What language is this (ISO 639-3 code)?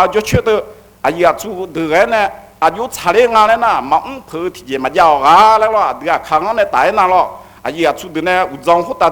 ahk